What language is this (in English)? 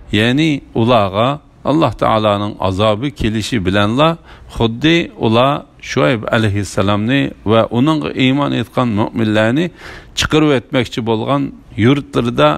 Uyghur